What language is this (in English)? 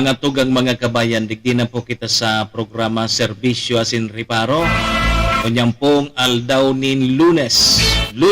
Bikol